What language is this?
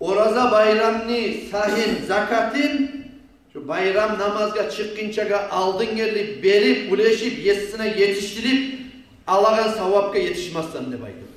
Kumyk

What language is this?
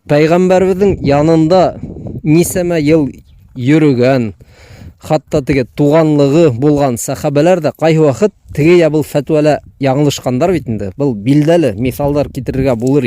Bashkir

